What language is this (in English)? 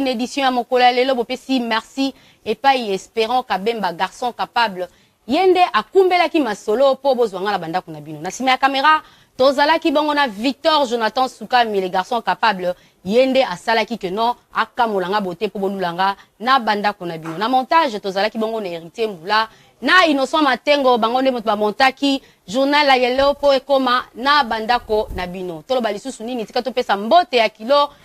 Lingala